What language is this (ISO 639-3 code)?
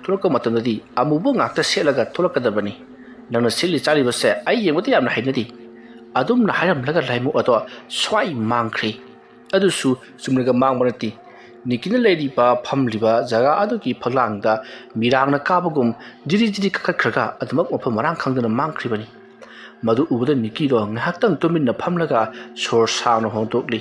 mni